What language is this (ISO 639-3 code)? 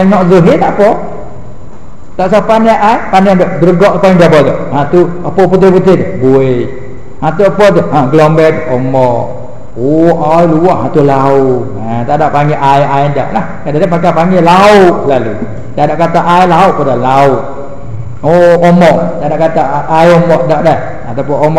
msa